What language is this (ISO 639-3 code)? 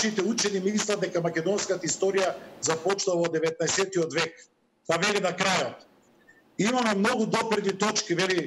mkd